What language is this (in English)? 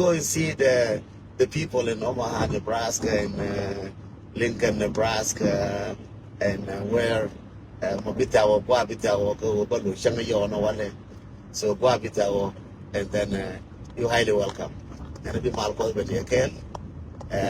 Nuer